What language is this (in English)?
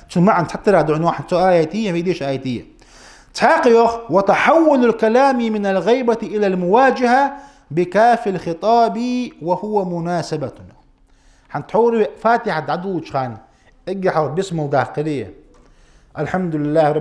Ingush